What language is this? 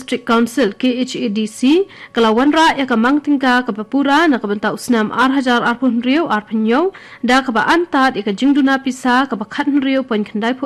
Khasi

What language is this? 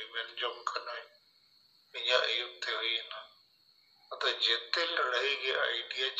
Santali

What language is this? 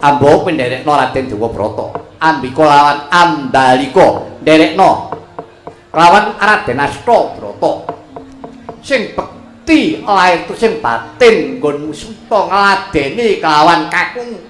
Javanese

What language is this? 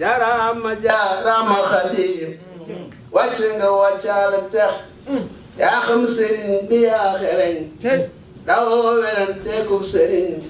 Wolof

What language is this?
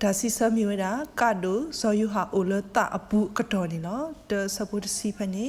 S'gaw Karen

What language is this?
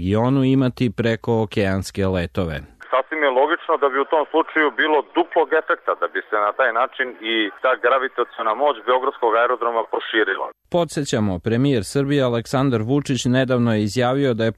Serbian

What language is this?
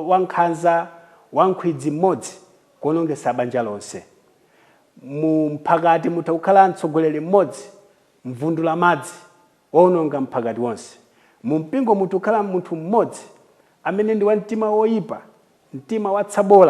Nyanja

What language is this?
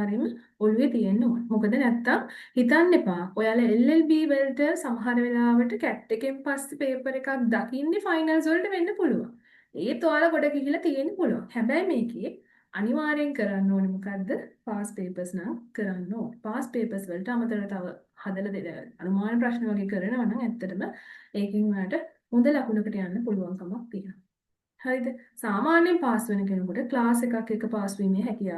Sinhala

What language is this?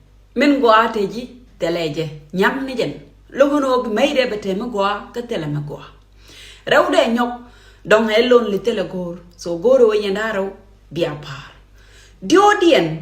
Nuer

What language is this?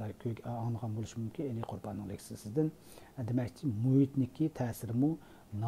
Uyghur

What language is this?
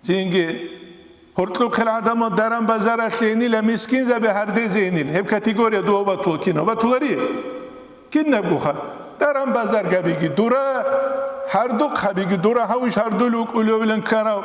Avaric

